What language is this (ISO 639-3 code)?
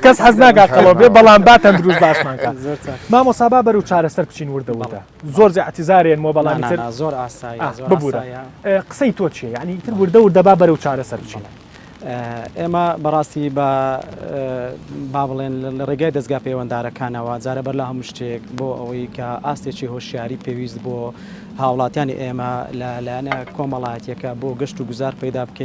ckb